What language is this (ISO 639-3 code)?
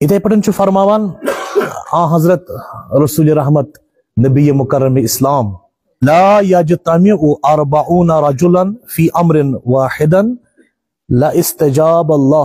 kas